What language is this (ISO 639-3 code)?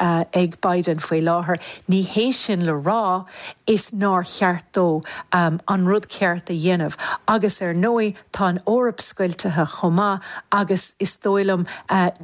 gle